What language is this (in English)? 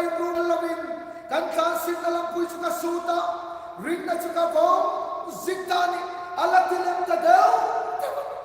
Hmar